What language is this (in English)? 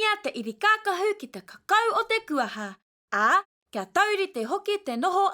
Māori